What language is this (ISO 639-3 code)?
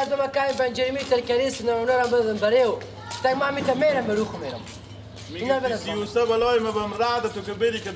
fas